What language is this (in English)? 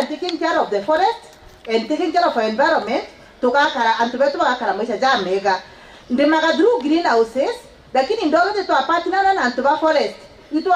Meru